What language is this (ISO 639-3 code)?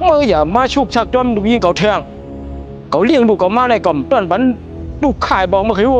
shn